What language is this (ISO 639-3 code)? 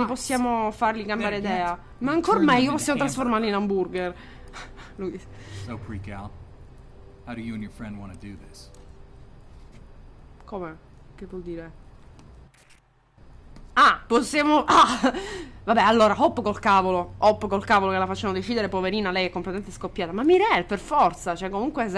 ita